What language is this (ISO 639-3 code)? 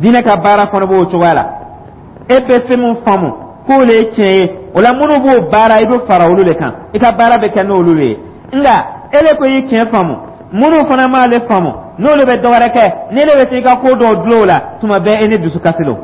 dyu